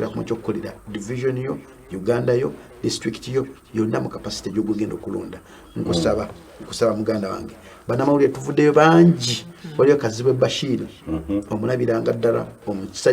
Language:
Ganda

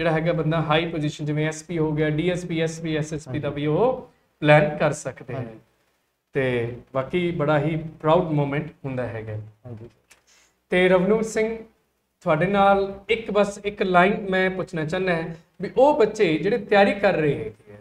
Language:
Punjabi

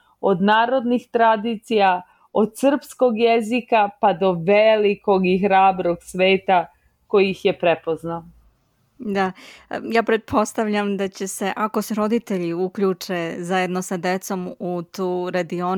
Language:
Serbian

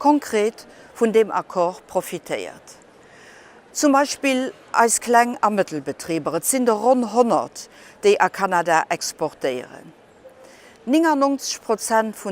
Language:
Luxembourgish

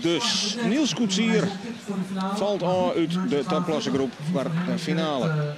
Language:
Western Frisian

